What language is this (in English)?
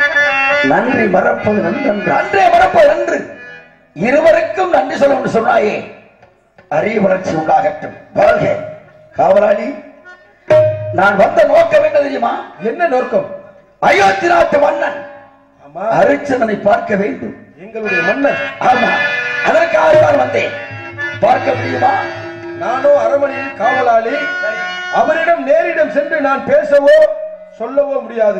Tamil